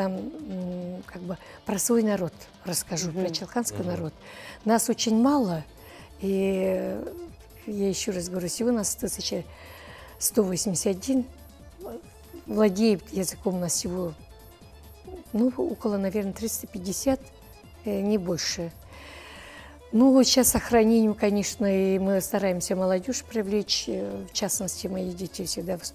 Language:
Russian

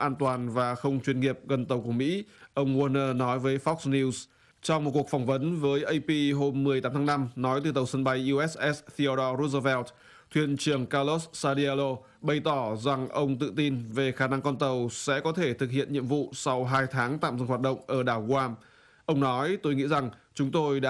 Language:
Vietnamese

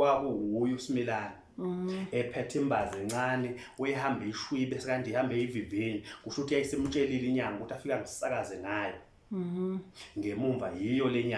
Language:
Zulu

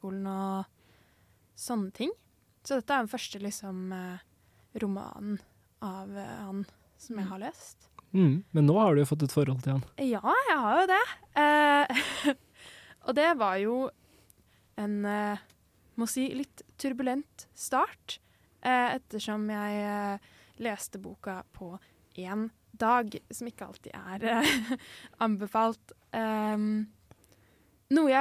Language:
Norwegian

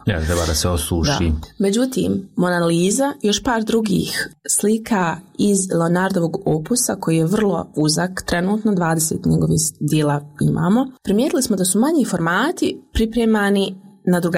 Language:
Croatian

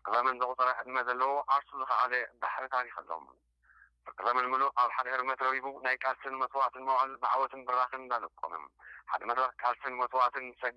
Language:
Tigrinya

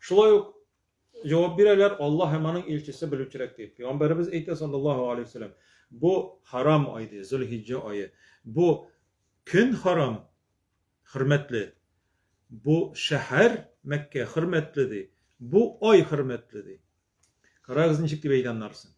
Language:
Tatar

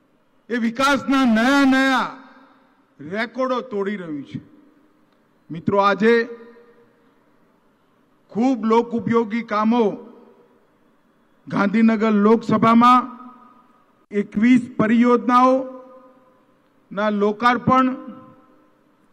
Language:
Gujarati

